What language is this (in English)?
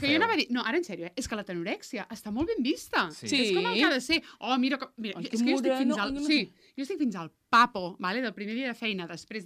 Catalan